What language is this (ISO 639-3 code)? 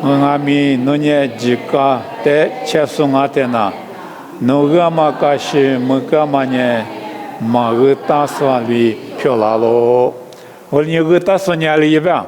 lis